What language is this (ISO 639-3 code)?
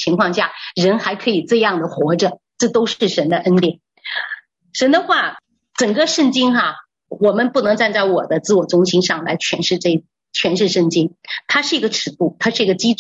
zho